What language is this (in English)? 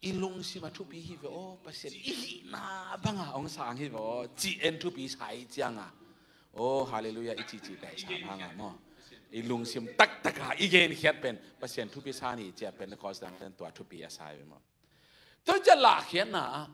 Tedim Chin